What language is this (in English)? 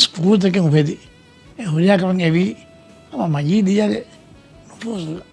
Divehi